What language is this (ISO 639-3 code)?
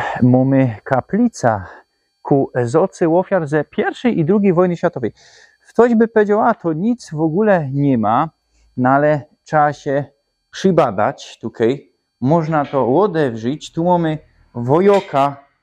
szl